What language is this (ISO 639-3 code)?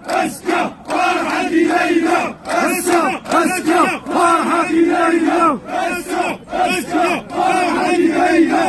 kab